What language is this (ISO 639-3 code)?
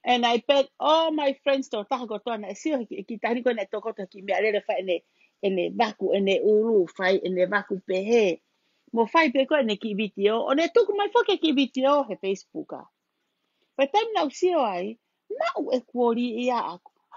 ton